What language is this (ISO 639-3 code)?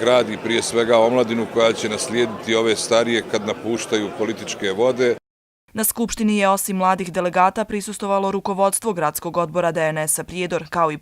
bos